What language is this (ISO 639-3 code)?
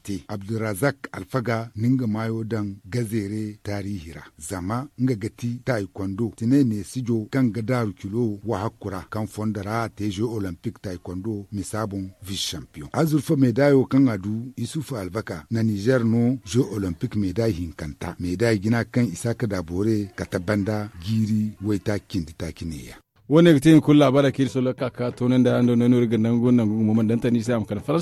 dje